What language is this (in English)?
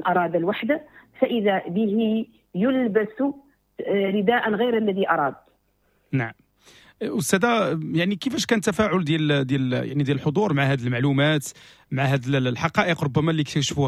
Moroccan Arabic